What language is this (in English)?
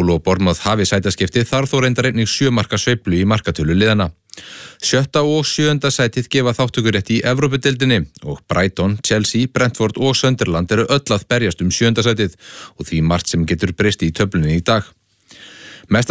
Icelandic